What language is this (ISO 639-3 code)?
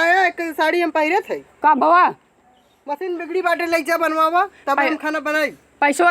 awa